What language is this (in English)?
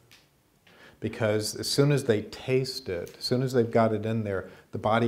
English